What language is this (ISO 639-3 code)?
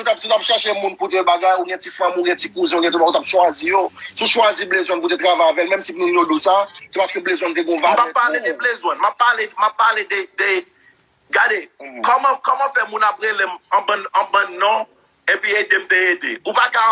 hat